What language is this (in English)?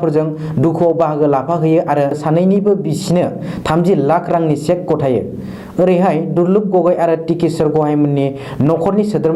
Bodo